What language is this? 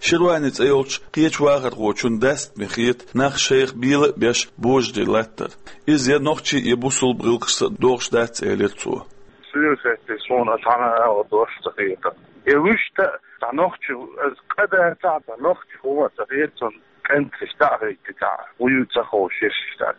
Chechen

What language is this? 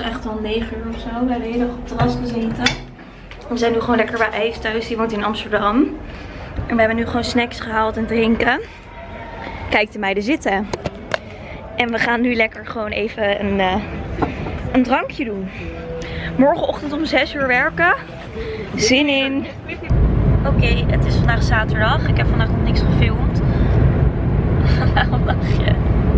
Dutch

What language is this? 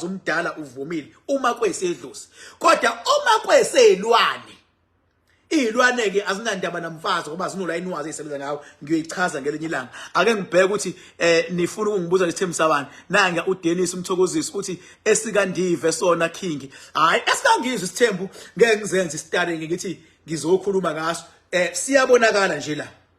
Zulu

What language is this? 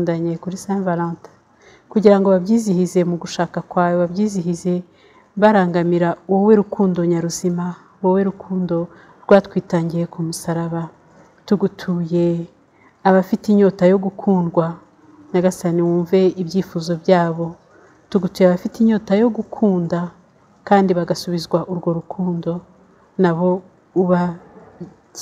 Kinyarwanda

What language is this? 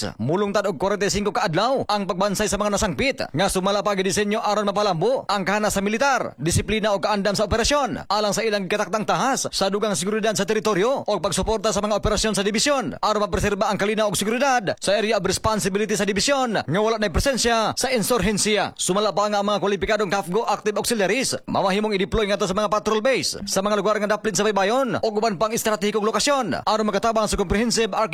Cebuano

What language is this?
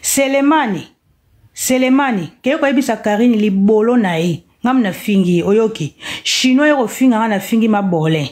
Lingala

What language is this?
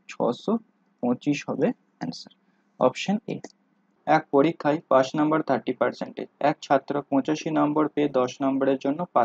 Bangla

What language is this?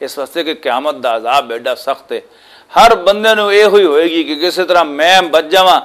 Western Panjabi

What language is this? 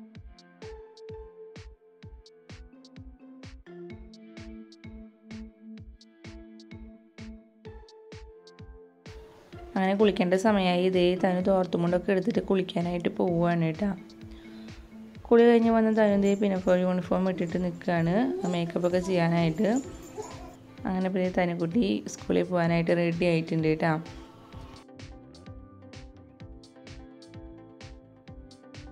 Malayalam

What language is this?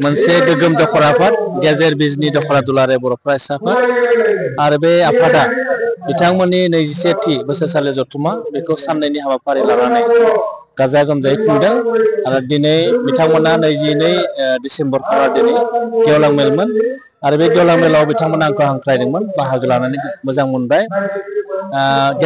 Bodo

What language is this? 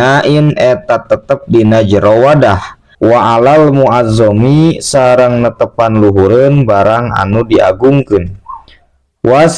Sundanese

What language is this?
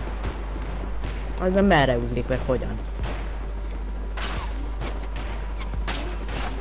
Hungarian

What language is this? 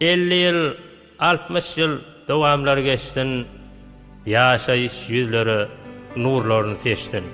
Turkmen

